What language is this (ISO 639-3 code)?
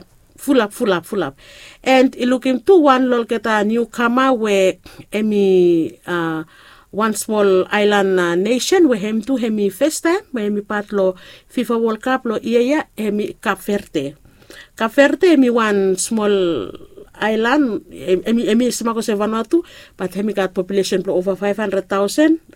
bis